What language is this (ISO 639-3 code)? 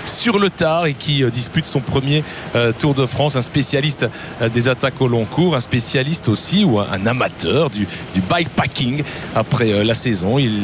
fra